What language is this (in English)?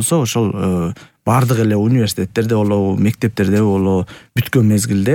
Kyrgyz